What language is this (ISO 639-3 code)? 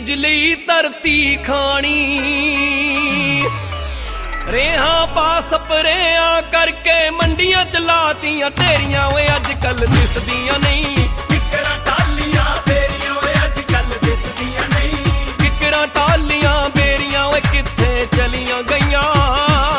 pan